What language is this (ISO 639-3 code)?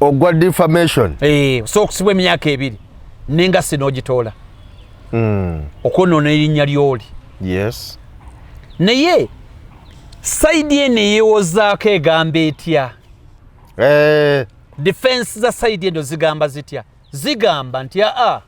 lug